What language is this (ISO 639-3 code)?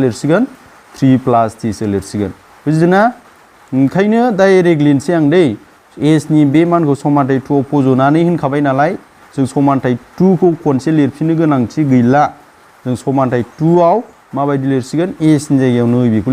brx